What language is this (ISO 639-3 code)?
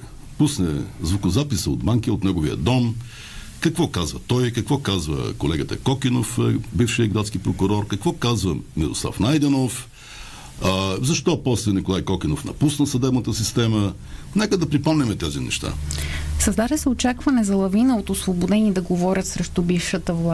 bul